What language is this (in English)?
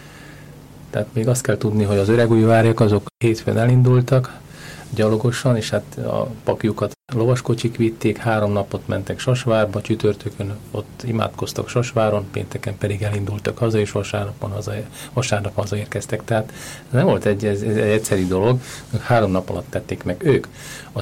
Hungarian